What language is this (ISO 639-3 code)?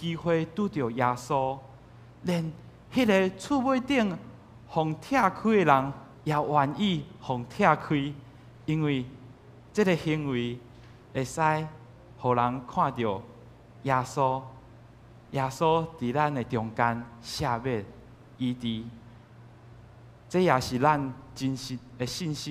nan